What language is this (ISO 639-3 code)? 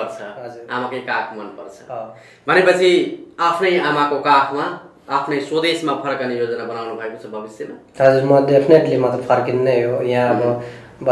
nep